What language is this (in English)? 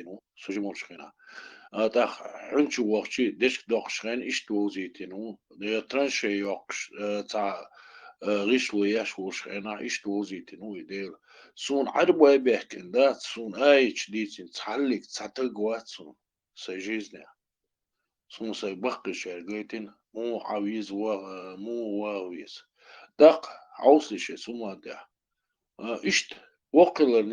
Chechen